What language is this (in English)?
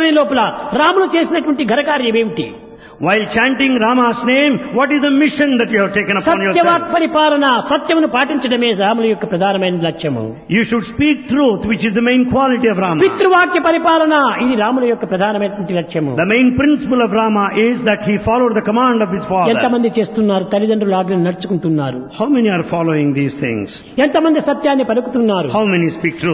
Telugu